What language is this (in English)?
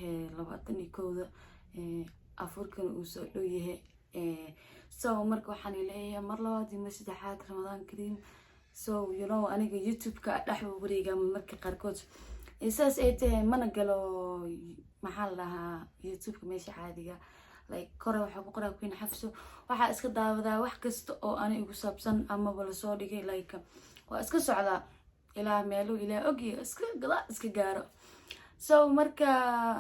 Somali